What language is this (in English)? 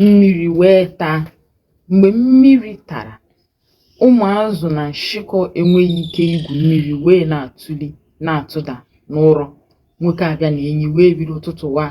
Igbo